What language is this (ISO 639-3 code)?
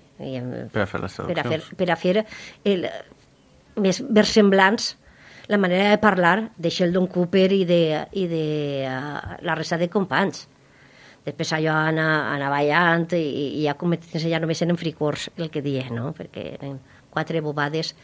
cat